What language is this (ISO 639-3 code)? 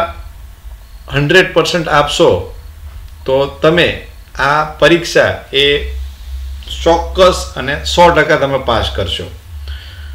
guj